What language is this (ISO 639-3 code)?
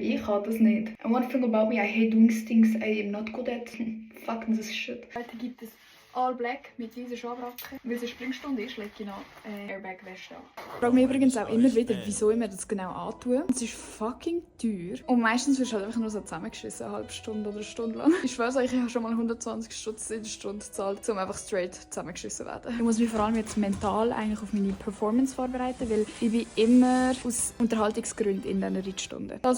gsw